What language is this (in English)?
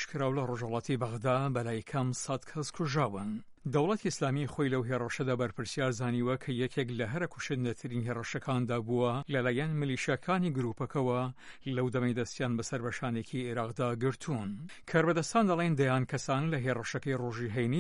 Central Kurdish